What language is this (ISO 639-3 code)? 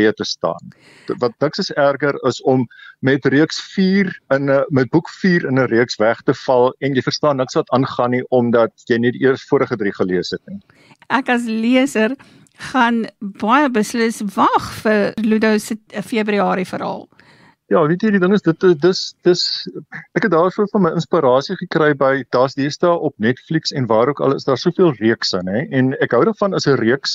afr